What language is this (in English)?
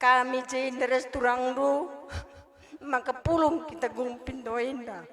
Batak Karo